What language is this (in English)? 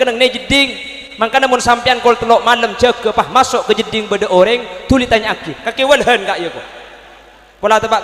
Madurese